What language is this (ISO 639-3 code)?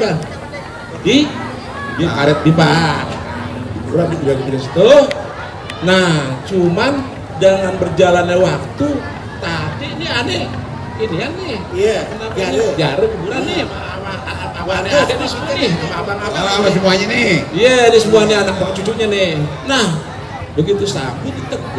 bew